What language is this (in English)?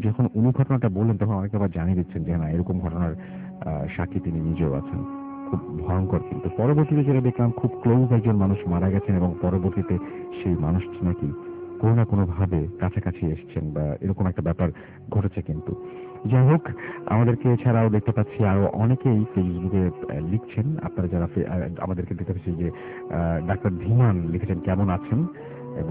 Bangla